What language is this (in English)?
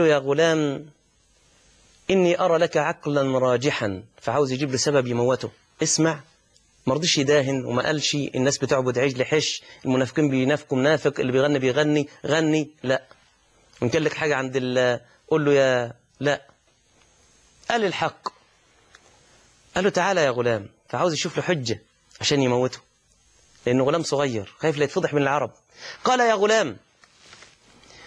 Egyptian Arabic